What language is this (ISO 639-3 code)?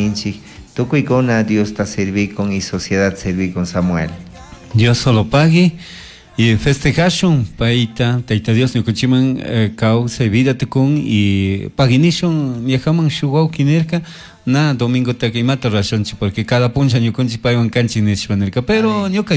qug